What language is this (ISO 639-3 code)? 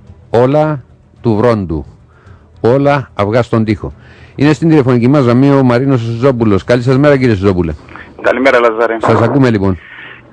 ell